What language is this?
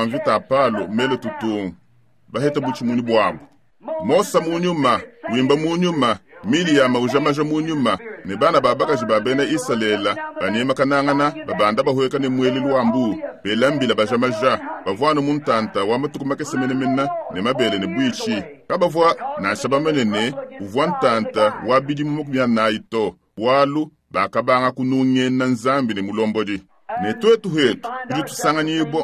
Luba-Lulua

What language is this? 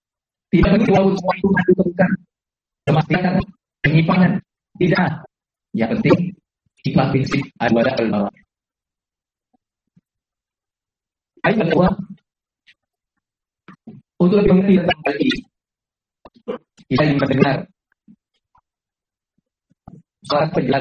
Indonesian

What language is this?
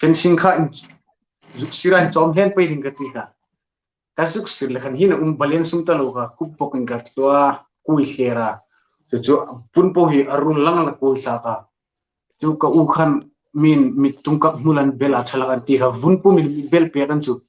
Hmar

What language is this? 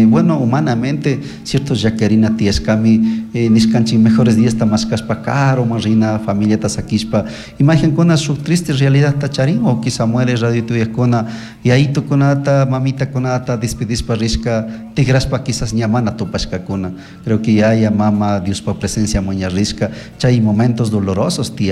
Chimborazo Highland Quichua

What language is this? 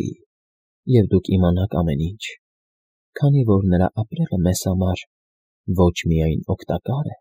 Armenian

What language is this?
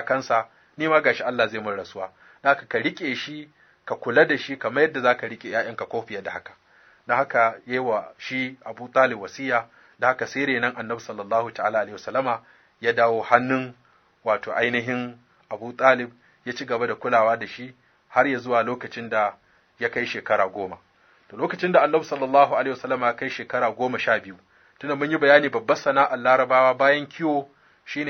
Hausa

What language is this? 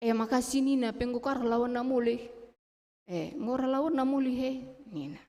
Batak Karo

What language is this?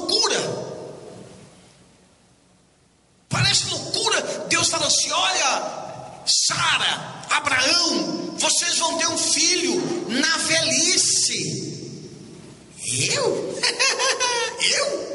Portuguese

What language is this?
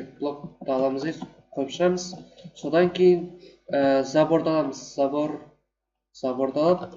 Kazakh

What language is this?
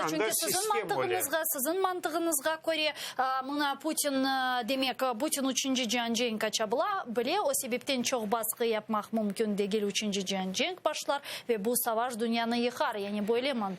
Crimean Tatar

